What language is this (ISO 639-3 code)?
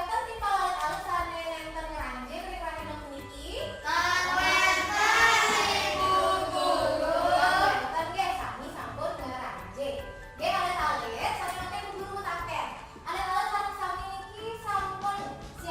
ban